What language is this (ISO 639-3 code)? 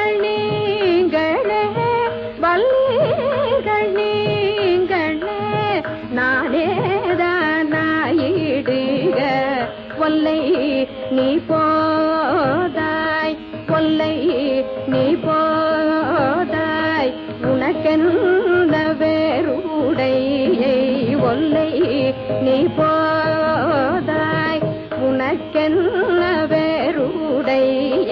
tam